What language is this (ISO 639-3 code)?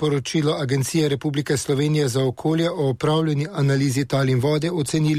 slv